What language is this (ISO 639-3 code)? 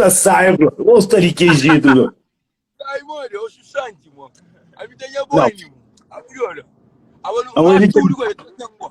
kea